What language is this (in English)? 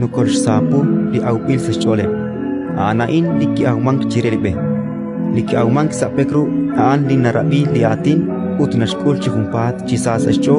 Kekchí